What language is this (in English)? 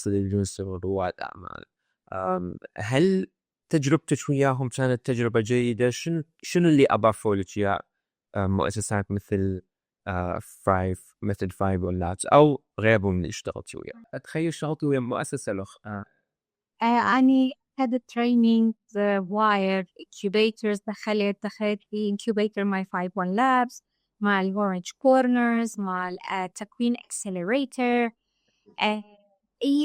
Mesopotamian Arabic